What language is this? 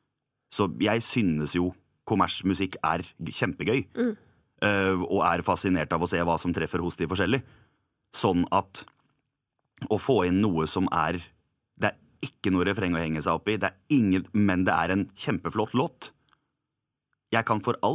Norwegian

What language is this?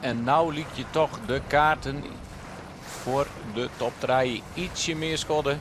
Western Frisian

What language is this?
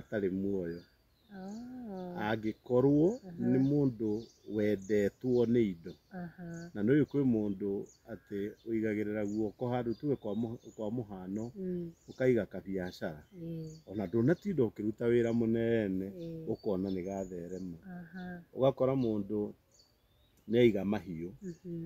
Kikuyu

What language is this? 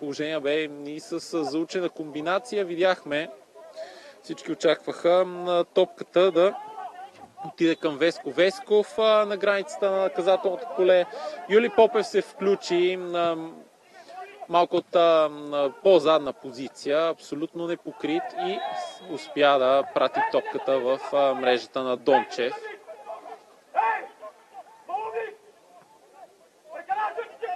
Bulgarian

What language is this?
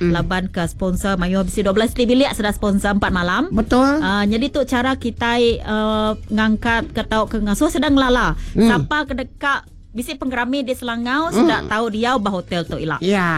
Iban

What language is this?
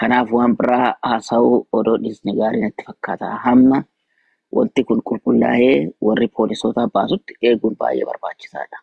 Oromo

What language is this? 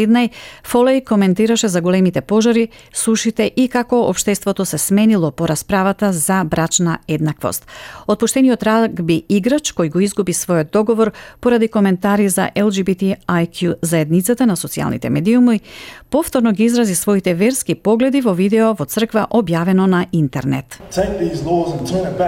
Macedonian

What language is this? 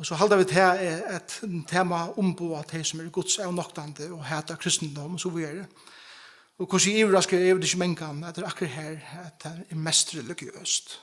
Faroese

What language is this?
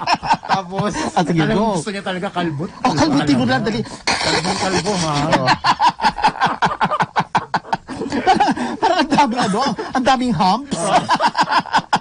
Filipino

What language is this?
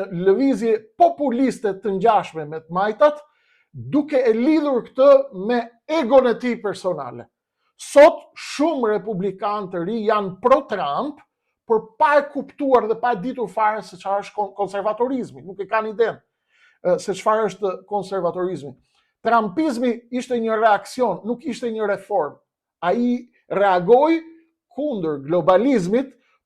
Albanian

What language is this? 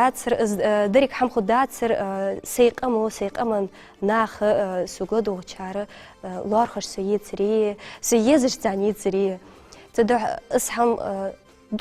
Ingush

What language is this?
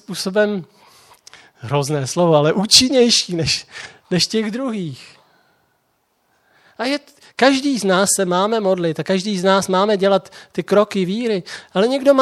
Czech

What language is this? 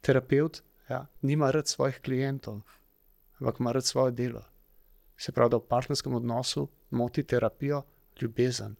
Slovenian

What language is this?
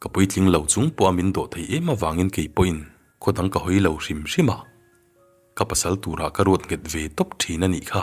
Mizo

